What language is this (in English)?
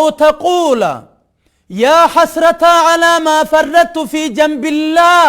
Oromo